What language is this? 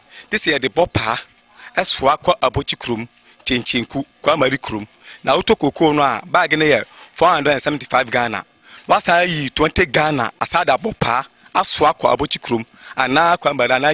Akan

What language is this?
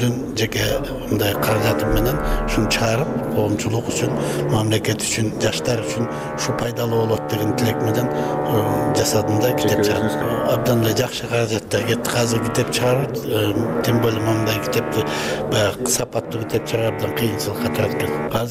Kyrgyz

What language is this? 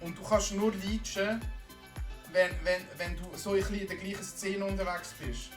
Swiss German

